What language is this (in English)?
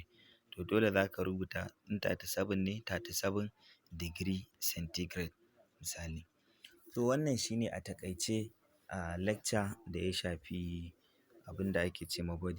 Hausa